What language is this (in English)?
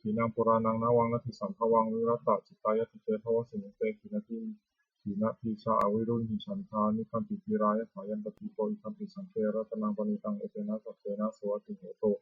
Pali